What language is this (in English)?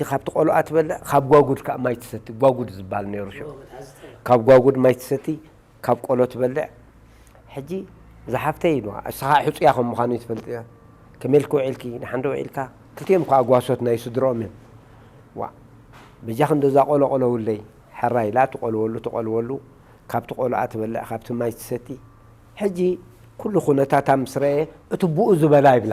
Tigrinya